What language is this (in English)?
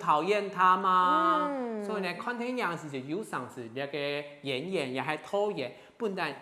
Hakka Chinese